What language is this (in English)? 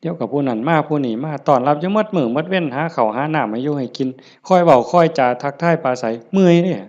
Northeastern Thai